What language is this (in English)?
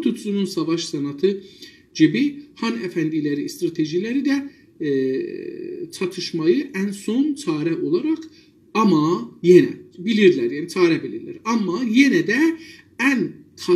South Azerbaijani